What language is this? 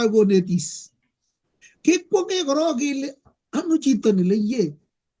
Kalenjin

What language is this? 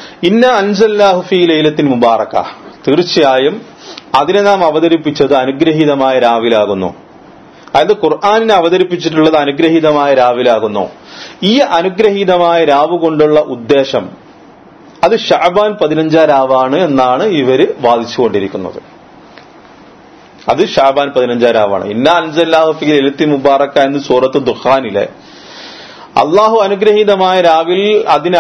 Malayalam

